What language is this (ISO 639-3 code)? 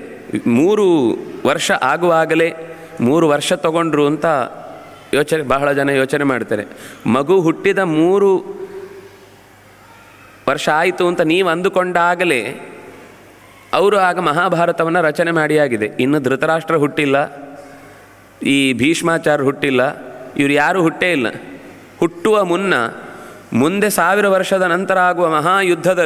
kan